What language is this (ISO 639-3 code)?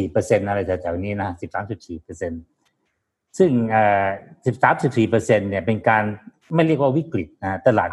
tha